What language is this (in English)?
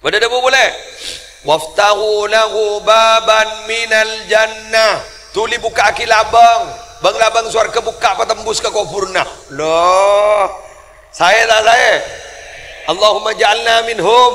Madurese